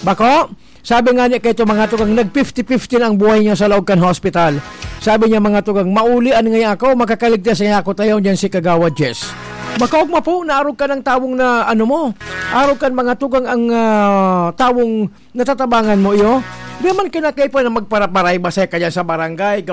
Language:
Bikol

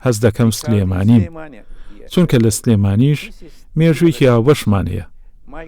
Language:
Central Kurdish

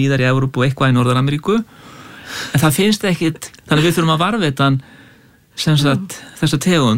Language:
Icelandic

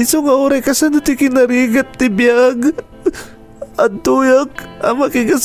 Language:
Iloko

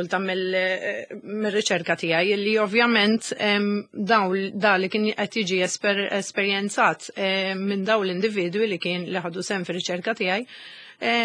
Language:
Maltese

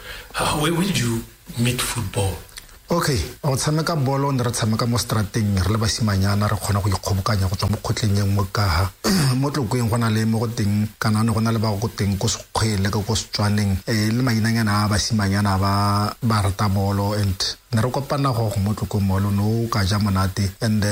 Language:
Tswana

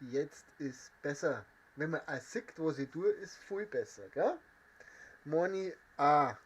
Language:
Bavarian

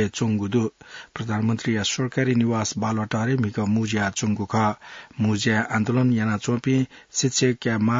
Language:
Newari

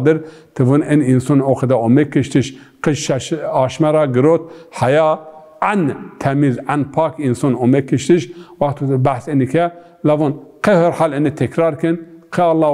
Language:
Zaza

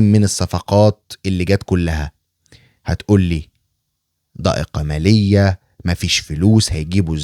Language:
Egyptian Arabic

